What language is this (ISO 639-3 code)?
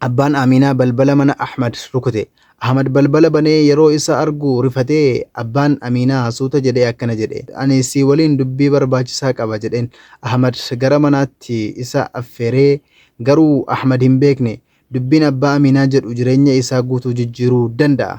orm